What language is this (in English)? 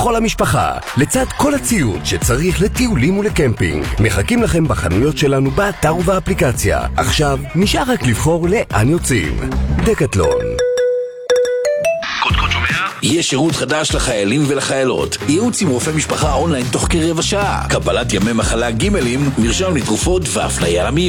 Hebrew